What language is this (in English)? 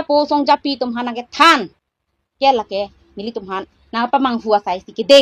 Karbi